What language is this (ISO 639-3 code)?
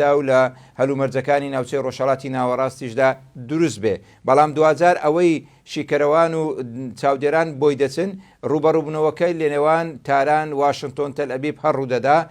ckb